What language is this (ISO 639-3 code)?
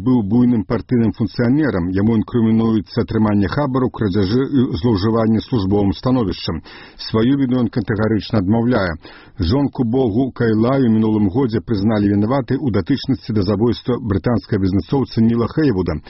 bel